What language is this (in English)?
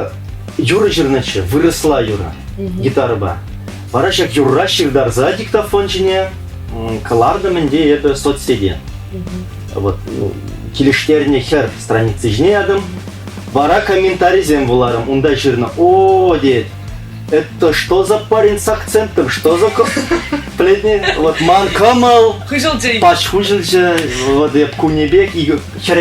Chuvash